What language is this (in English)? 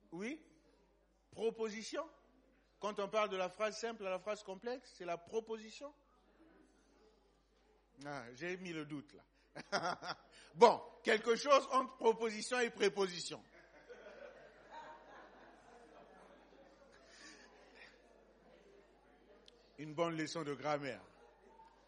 French